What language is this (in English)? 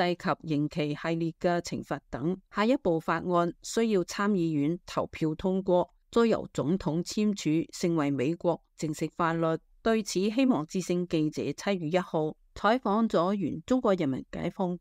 Cantonese